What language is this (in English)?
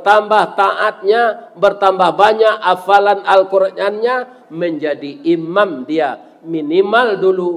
Minangkabau